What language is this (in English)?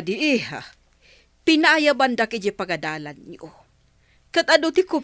Iloko